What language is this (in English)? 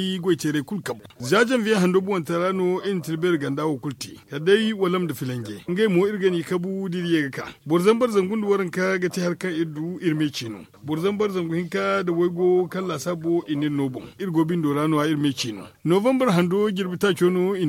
Zarma